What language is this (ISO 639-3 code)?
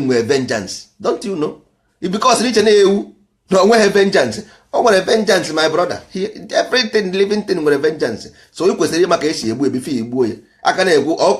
ibo